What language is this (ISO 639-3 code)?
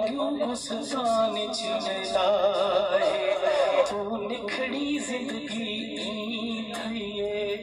skr